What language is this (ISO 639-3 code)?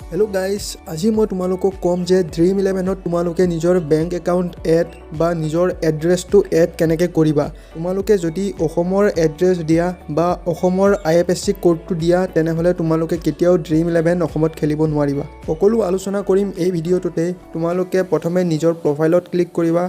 asm